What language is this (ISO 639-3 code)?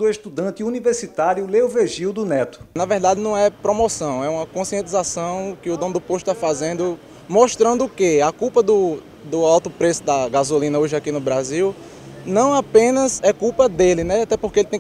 por